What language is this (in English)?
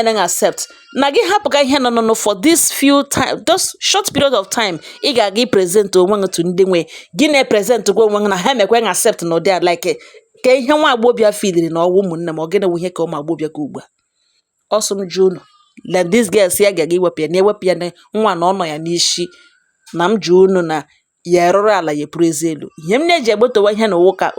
Igbo